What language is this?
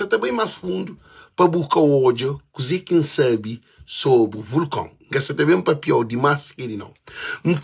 Kabuverdianu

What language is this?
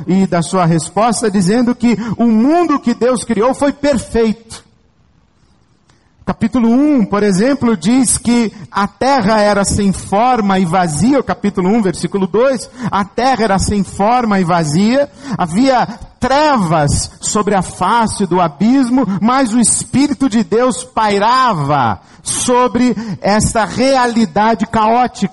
Portuguese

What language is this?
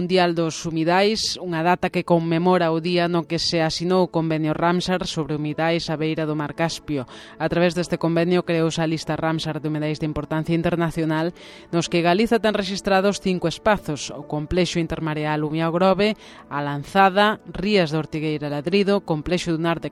Galician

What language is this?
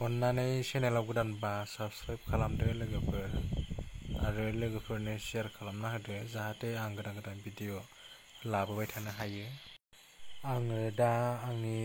Bodo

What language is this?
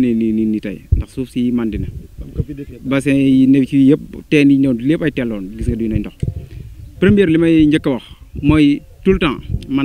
Wolof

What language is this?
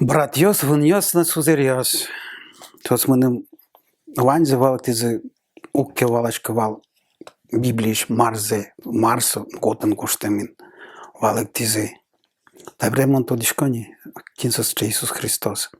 Udmurt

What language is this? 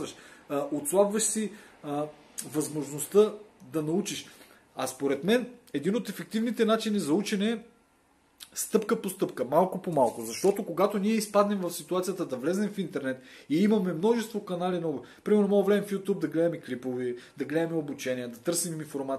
Bulgarian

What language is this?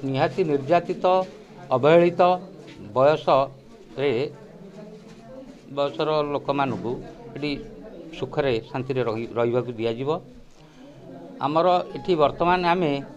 Odia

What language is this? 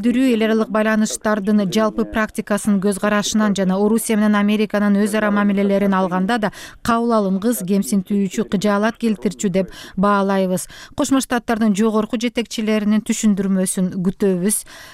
Kyrgyz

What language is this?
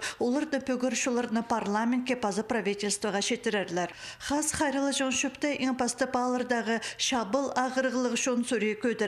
Khakas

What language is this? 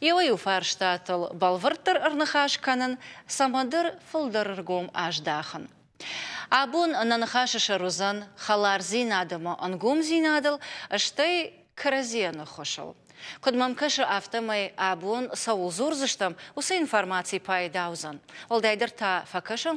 Ossetic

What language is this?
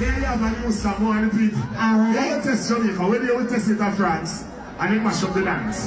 Jamaican Creole English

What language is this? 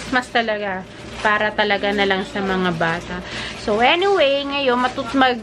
Filipino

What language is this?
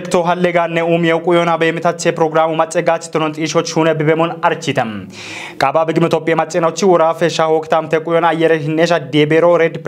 Kafa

